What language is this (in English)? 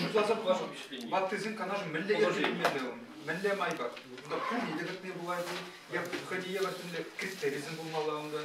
Chuvash